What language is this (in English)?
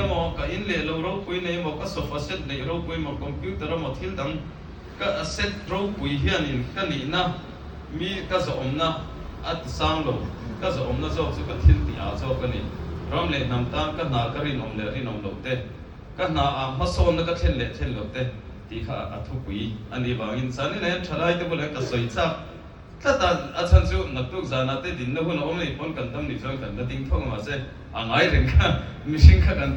Mizo